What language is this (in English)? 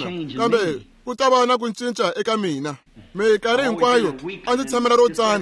Tsonga